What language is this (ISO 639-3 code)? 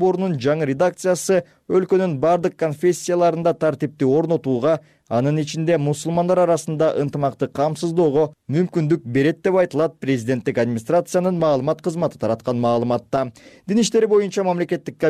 kir